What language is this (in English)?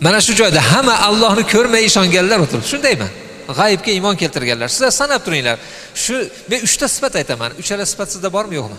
Uzbek